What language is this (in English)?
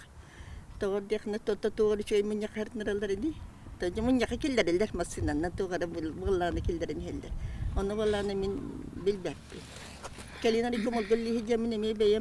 Yakut